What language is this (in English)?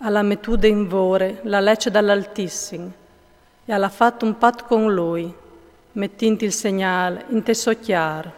Friulian